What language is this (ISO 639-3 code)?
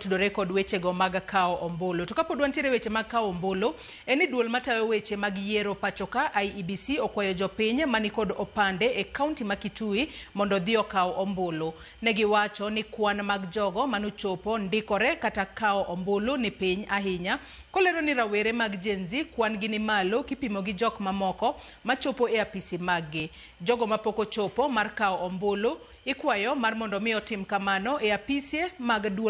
luo